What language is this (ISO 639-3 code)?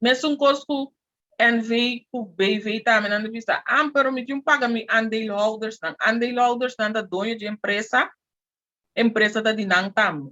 pap